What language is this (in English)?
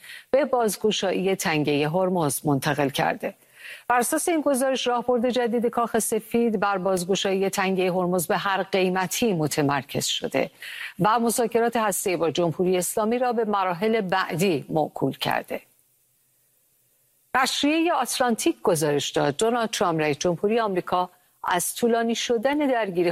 Persian